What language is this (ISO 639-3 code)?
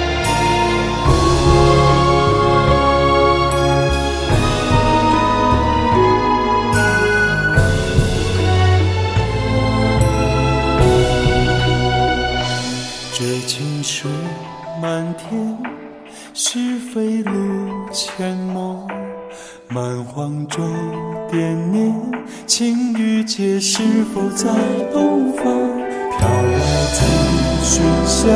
zho